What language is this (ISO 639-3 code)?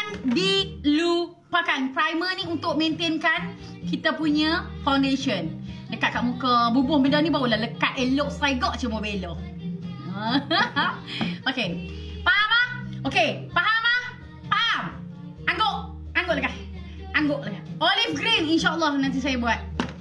msa